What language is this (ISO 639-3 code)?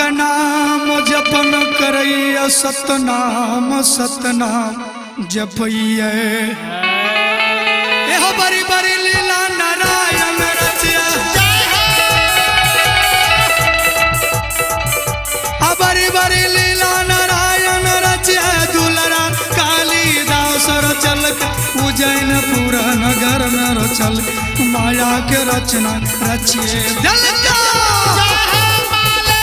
bho